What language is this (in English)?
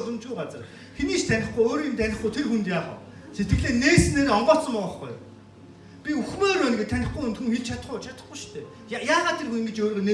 Mongolian